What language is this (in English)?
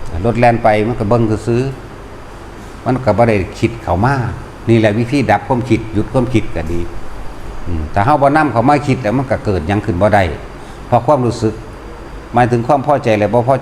Northeastern Thai